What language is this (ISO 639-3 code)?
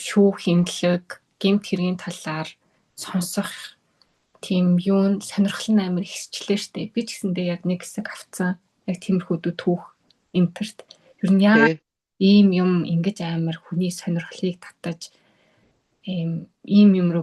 mon